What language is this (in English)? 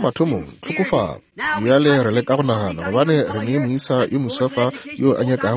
Northern Sotho